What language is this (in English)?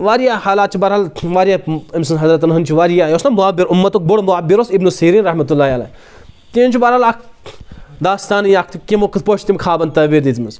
Kashmiri